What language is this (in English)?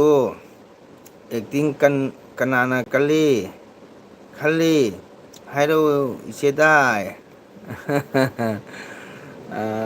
Manipuri